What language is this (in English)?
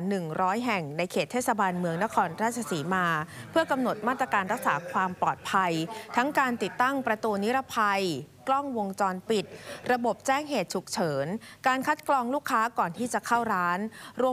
Thai